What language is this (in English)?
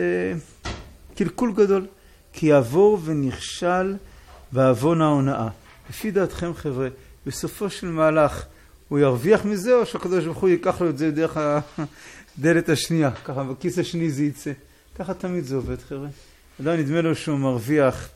Hebrew